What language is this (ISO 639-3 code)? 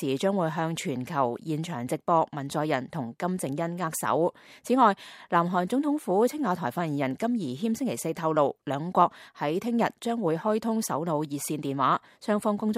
yue